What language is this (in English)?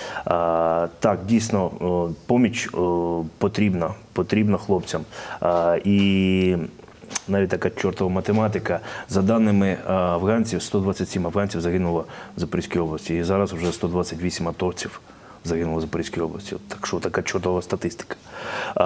Ukrainian